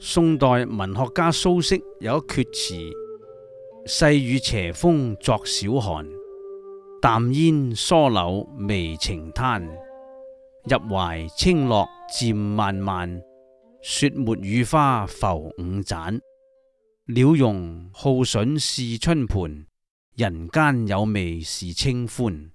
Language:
Cantonese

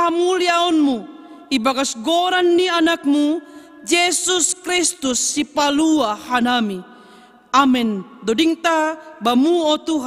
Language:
Batak Simalungun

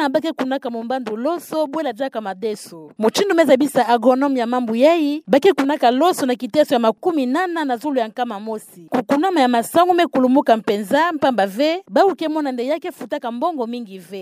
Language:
Kituba (Democratic Republic of Congo)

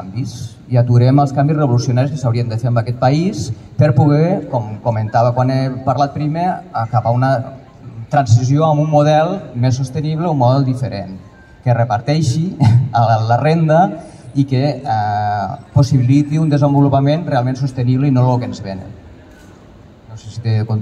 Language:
Catalan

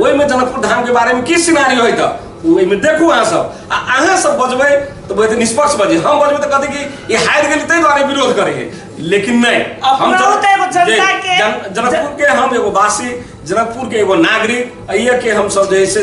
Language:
Maithili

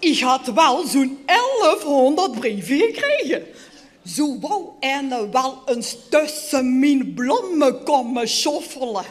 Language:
Limburgish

